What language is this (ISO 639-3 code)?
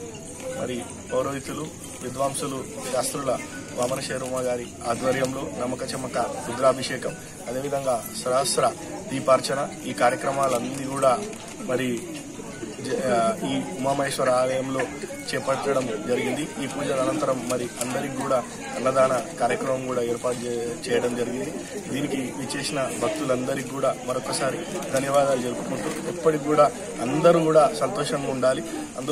tel